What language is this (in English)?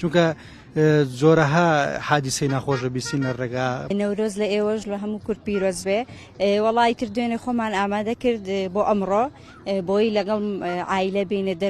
Central Kurdish